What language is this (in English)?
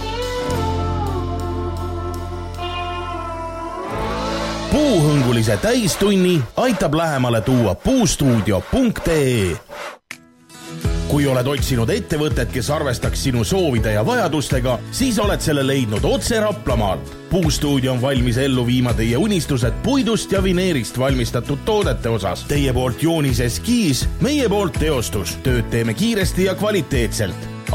Estonian